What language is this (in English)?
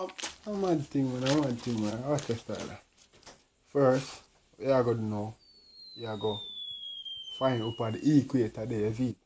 Jamaican Creole English